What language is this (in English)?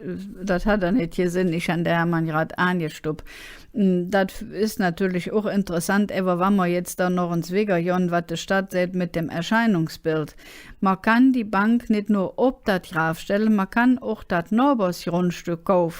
Colognian